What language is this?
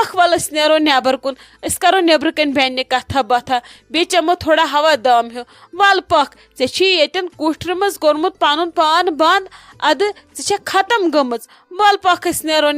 Kashmiri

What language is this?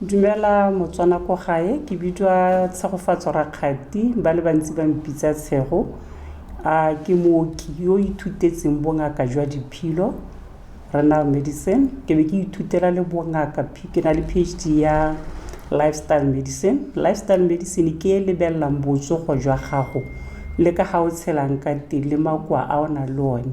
Tswana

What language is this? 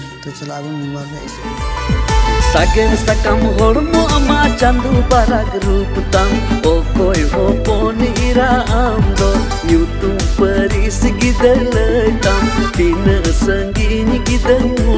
Santali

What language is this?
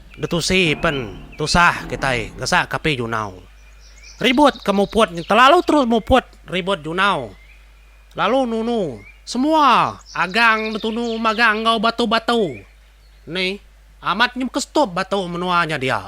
Iban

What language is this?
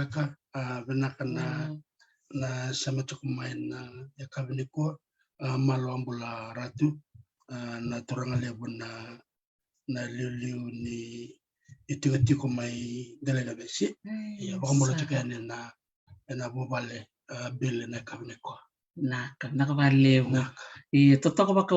Fijian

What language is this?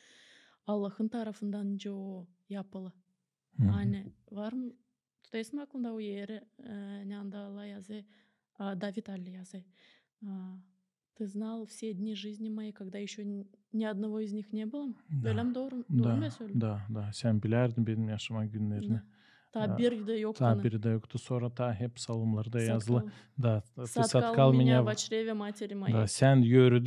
Gagauz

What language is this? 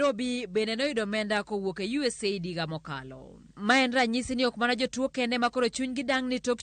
Luo (Kenya and Tanzania)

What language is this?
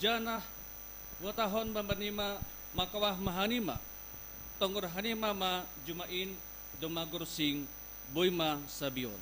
Batak Simalungun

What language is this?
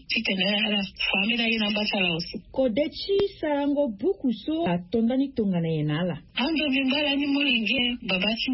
Sango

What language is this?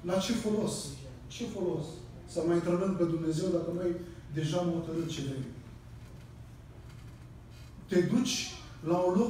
Romanian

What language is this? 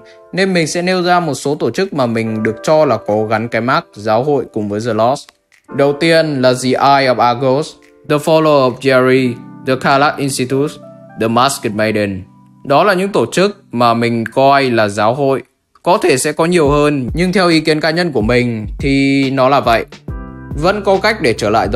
Vietnamese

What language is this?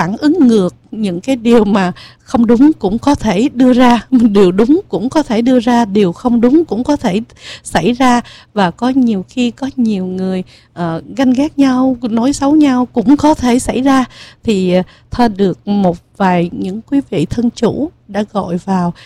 Vietnamese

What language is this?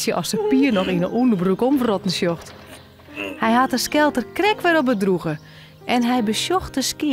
Western Frisian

